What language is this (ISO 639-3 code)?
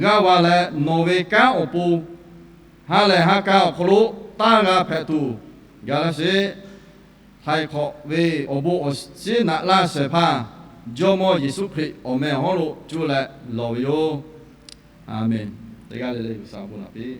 lhu